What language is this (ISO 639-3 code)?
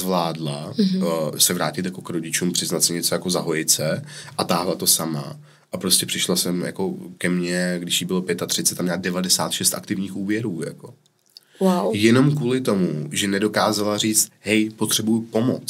ces